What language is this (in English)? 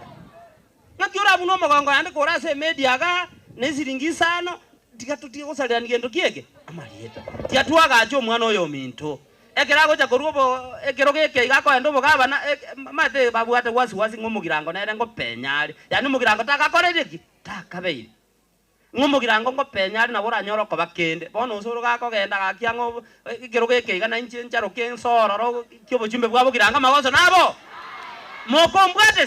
Gusii